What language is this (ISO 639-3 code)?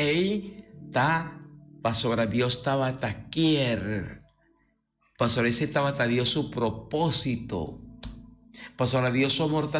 pap